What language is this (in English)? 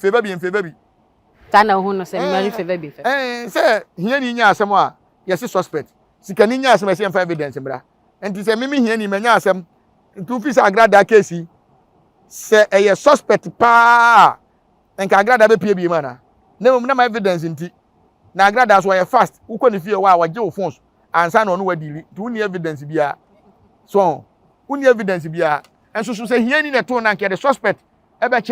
Akan